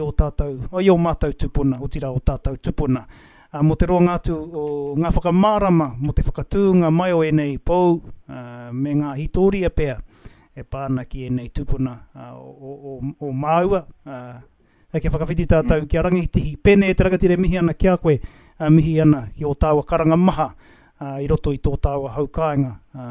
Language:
Māori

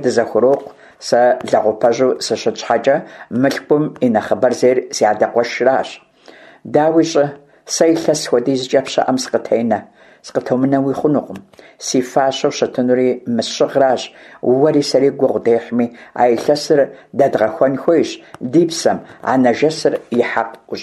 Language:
Kabardian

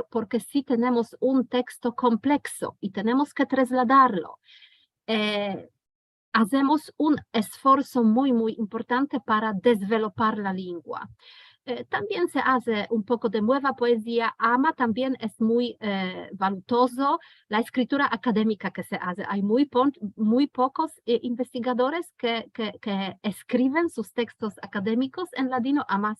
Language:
Ladino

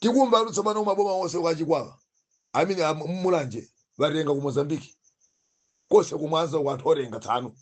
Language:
Nyanja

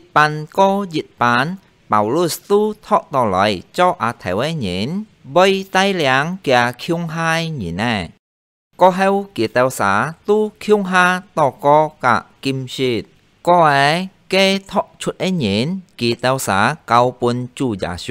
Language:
Hakka Chinese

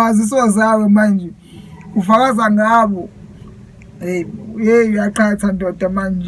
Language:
Zulu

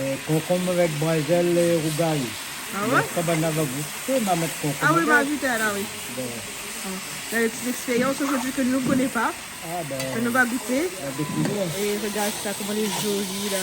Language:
Réunion Creole French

